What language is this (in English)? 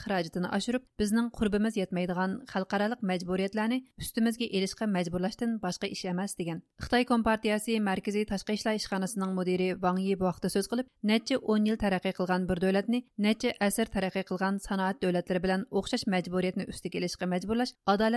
Uyghur